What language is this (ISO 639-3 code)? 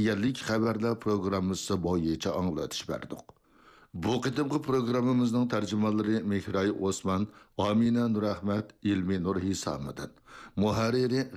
uig